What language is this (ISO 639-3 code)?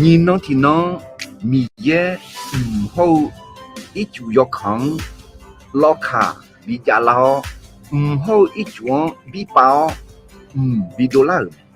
ahk